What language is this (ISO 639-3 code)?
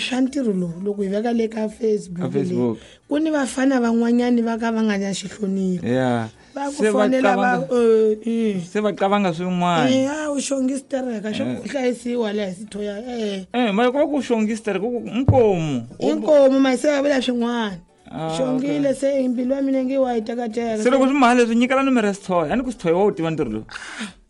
tso